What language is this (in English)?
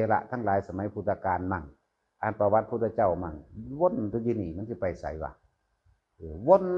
Northeastern Thai